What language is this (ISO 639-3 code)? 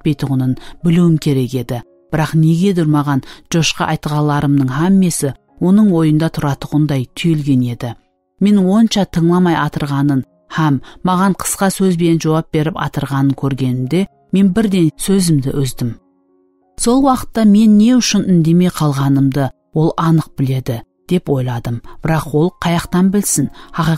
kaa